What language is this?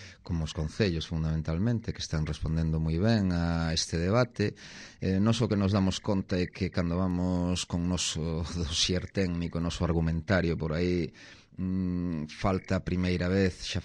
Galician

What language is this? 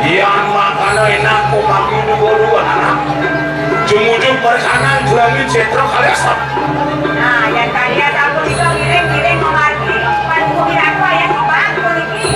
Balinese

